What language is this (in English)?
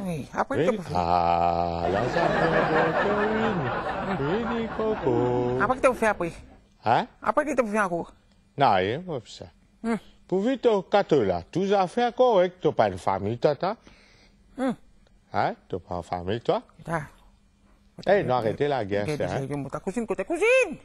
Morisyen